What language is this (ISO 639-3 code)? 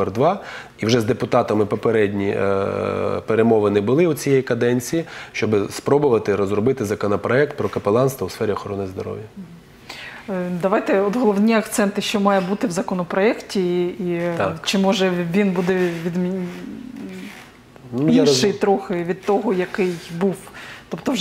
ukr